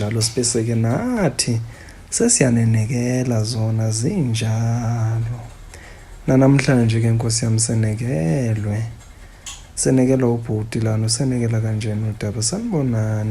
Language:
Zulu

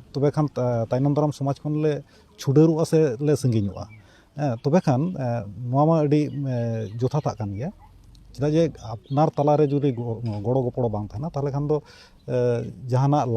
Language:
Santali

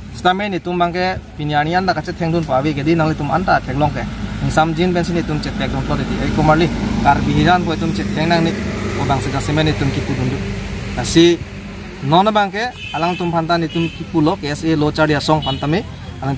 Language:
Karbi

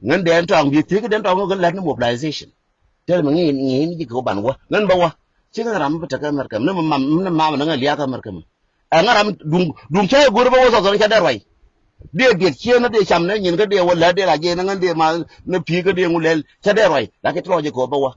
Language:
Nuer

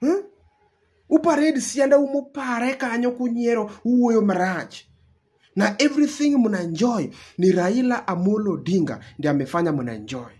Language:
Luo (Kenya and Tanzania)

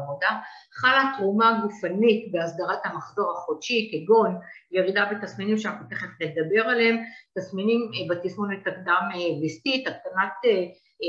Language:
Hebrew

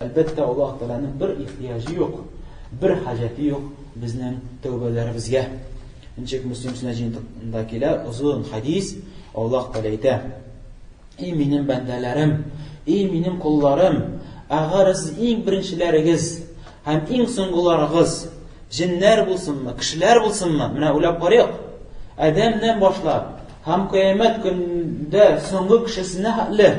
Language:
Tatar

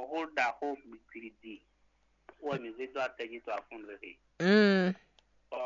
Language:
Fon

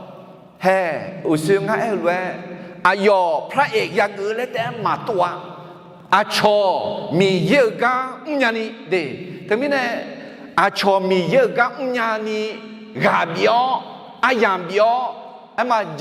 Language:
Akha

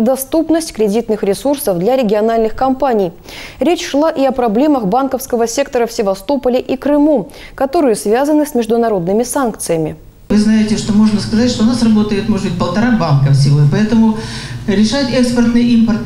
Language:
Russian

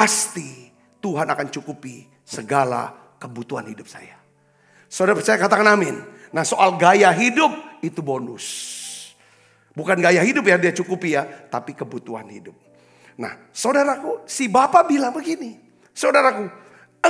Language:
Indonesian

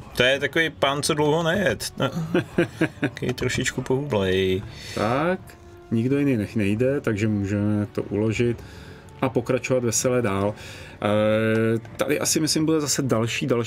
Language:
Czech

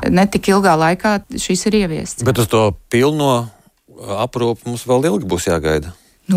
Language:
Latvian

